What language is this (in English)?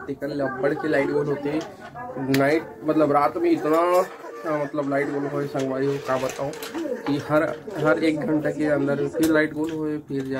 Chhattisgarhi